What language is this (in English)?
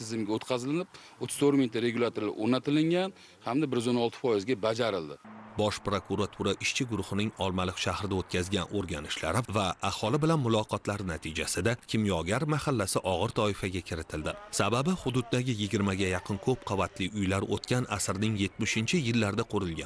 Uzbek